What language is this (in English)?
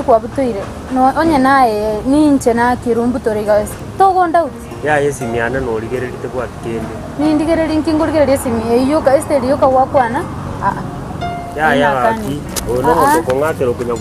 Gusii